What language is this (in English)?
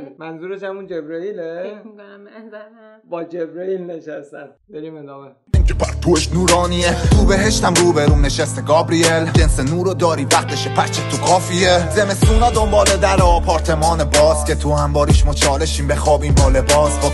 Persian